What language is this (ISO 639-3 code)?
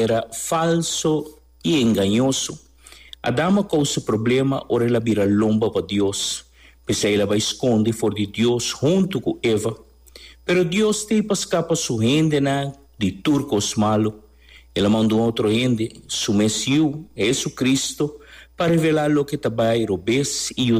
pap